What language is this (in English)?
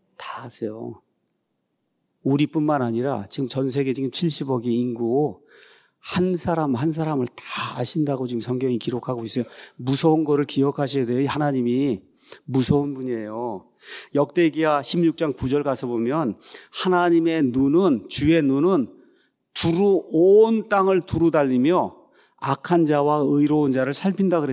Korean